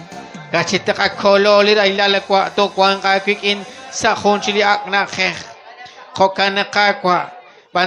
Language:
Kekchí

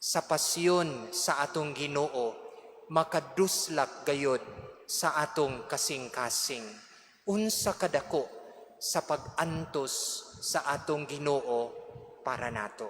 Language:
Cebuano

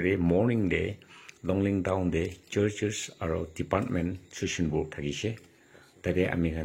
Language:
Naga Pidgin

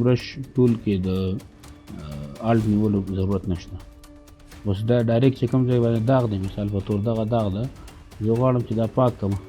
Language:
Pashto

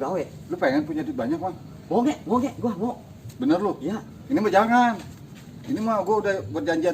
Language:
Betawi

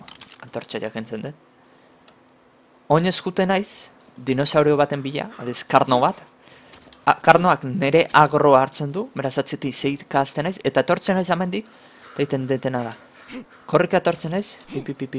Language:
Basque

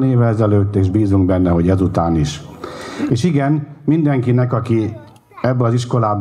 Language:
Hungarian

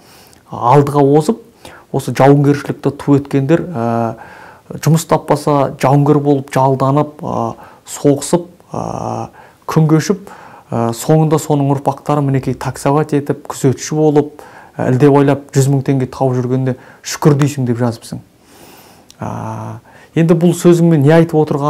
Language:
Kazakh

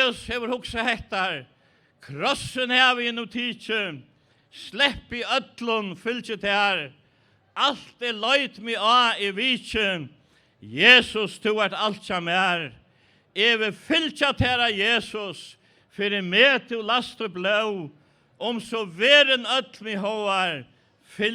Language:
Faroese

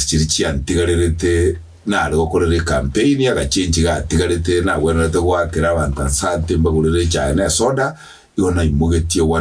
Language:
Gusii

